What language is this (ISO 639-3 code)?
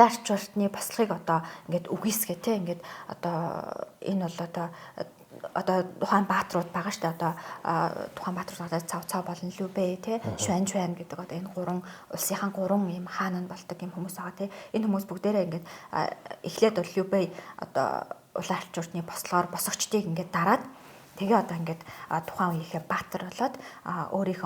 mon